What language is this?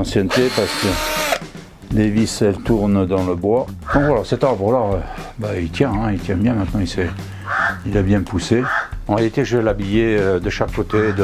French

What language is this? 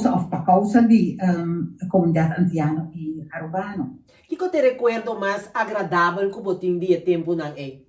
Papiamento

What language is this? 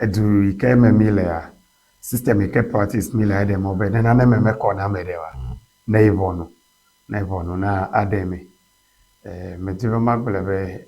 Ewe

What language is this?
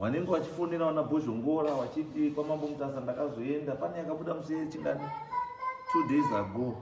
Shona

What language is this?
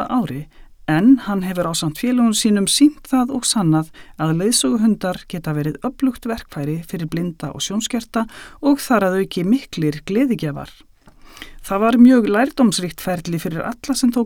Icelandic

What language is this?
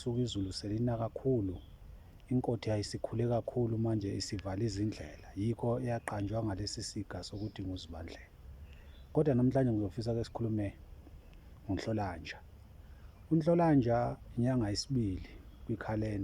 Zulu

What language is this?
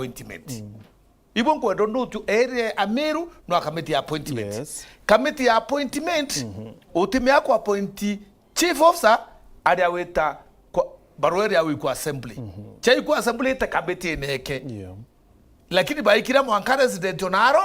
Meru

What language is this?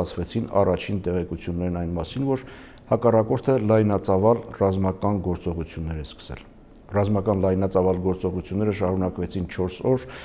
Armenian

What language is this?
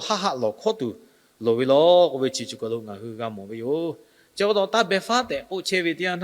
Lahu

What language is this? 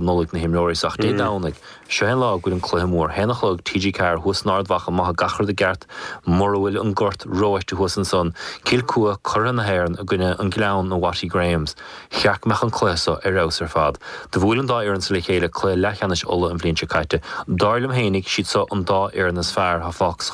Irish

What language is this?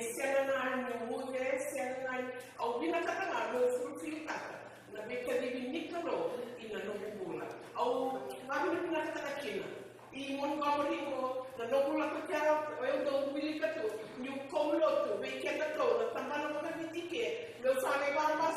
Fijian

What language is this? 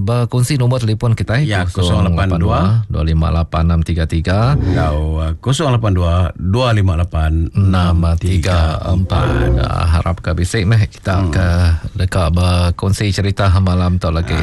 Iban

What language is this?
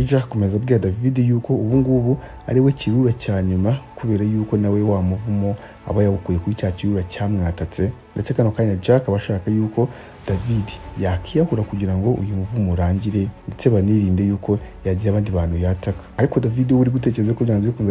Kinyarwanda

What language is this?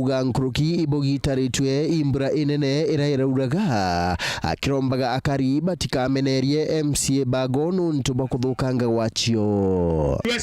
Meru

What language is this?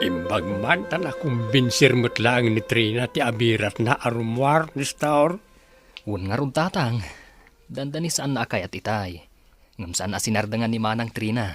Iloko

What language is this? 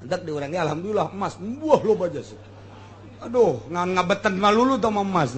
Sundanese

